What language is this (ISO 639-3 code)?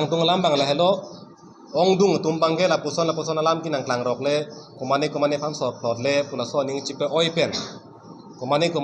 mjw